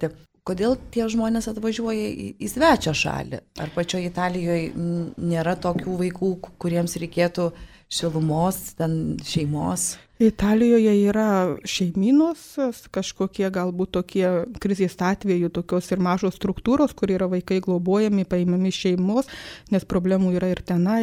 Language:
Lithuanian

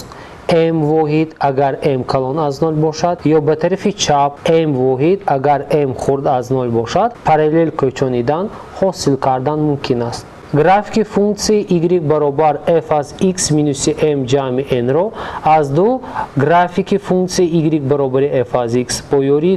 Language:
Tajik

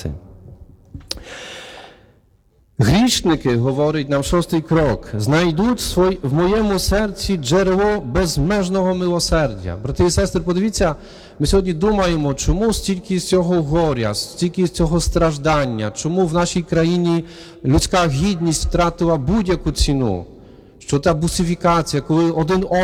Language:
Ukrainian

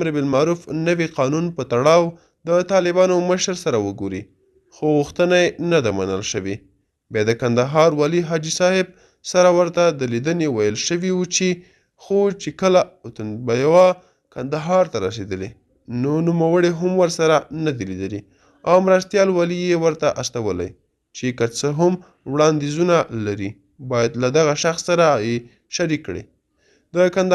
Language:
Pashto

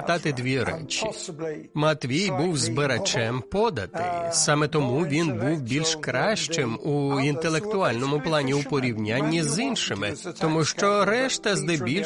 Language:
Ukrainian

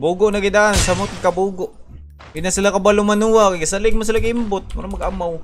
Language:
Cebuano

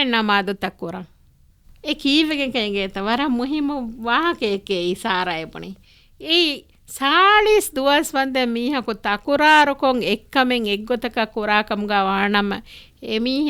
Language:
Divehi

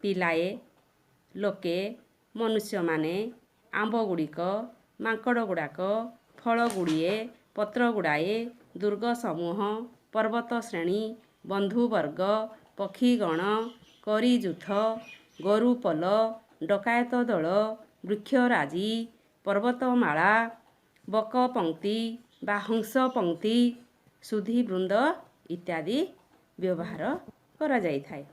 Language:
Odia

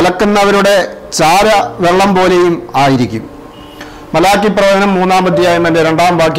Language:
Malayalam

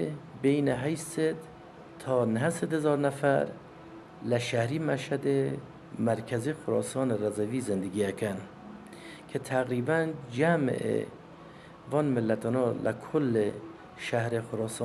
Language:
Kurdish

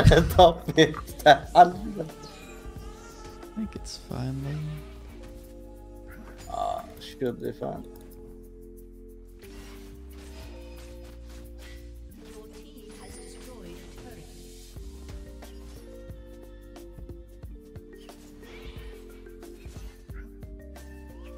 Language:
Norwegian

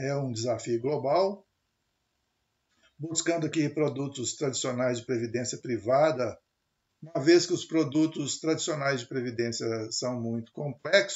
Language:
Portuguese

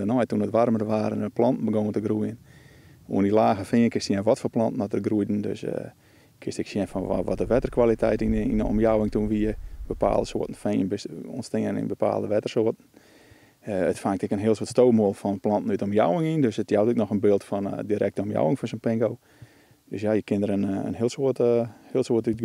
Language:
Western Frisian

